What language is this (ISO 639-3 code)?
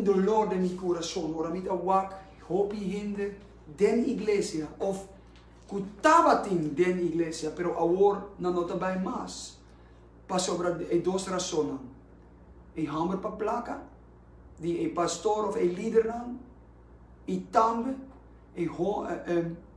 pap